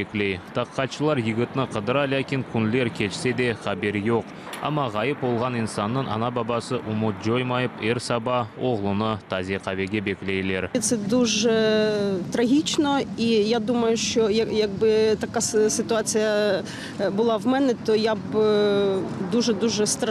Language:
Crimean Tatar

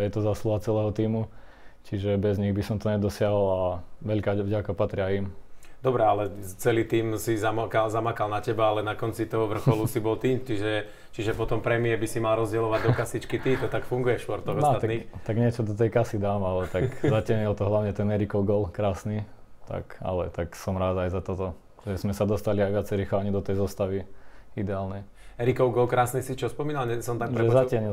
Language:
Slovak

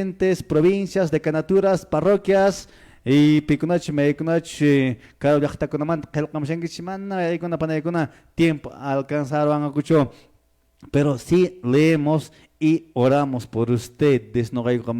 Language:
Quechua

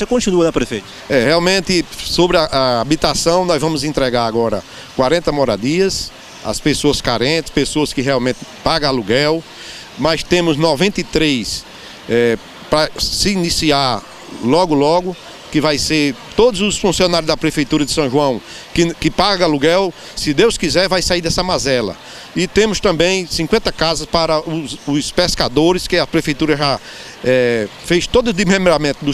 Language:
Portuguese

